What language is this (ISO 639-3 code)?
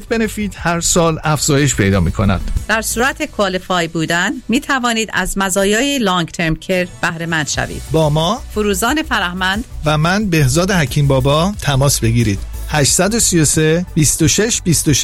fas